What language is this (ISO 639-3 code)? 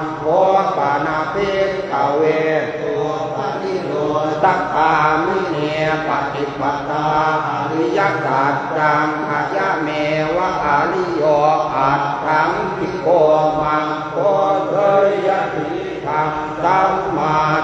pli